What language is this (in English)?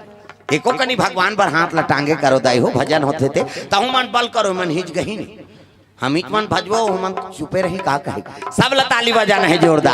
Chhattisgarhi